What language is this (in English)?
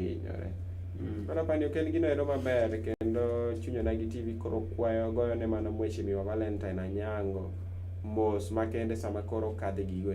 Luo (Kenya and Tanzania)